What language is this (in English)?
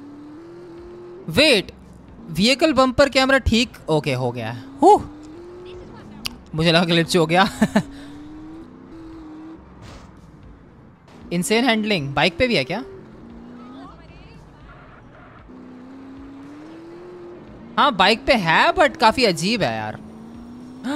Hindi